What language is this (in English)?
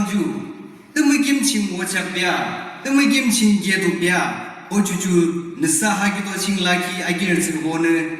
Yimchungru Naga